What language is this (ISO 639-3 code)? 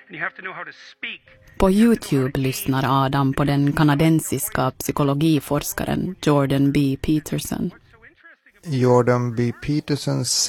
swe